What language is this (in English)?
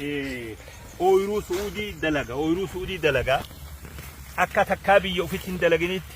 Oromo